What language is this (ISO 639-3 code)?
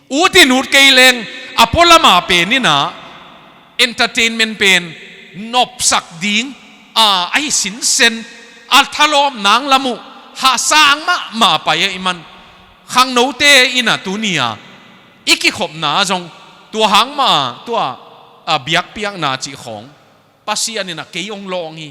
ctd